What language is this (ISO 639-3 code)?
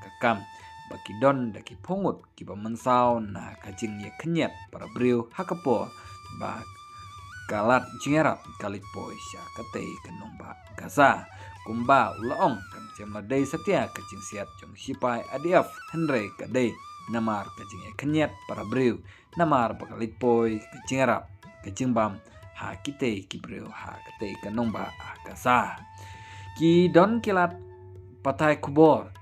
kha